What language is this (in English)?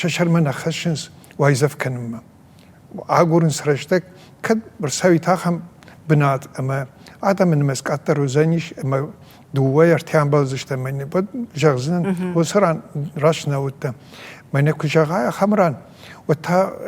Ossetic